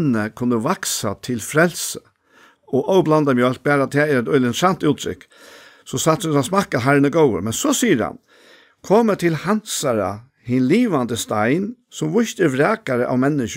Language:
Faroese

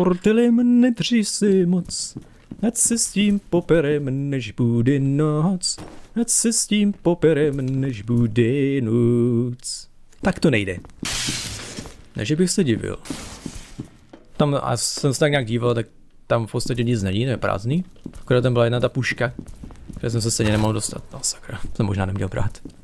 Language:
Czech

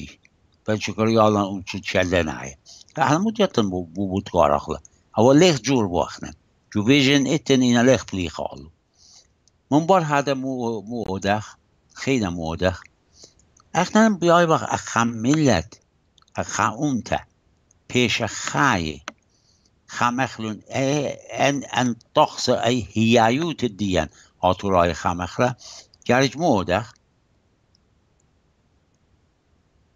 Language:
Assyrian Neo-Aramaic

